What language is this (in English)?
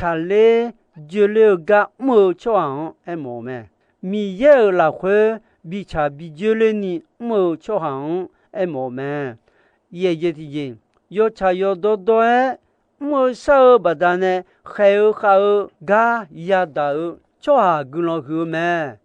Akha